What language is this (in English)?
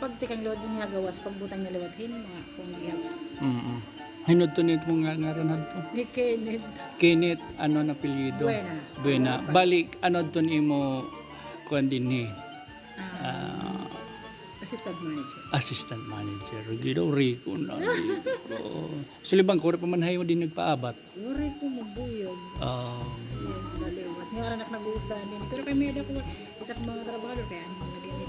Waray